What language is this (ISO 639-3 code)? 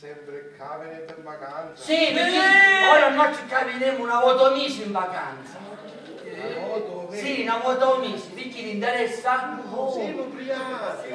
scn